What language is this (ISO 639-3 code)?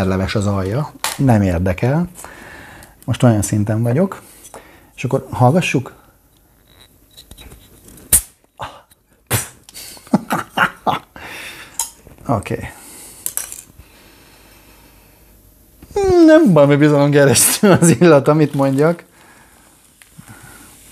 hun